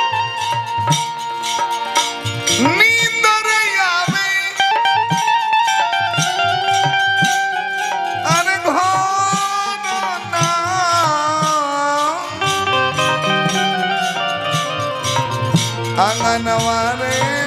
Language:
Bhojpuri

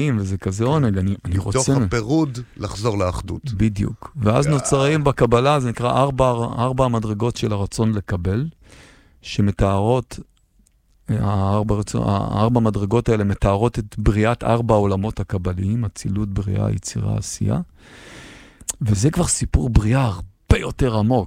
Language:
Hebrew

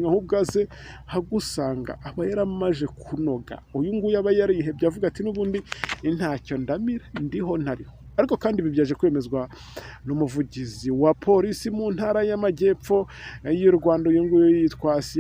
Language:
Kinyarwanda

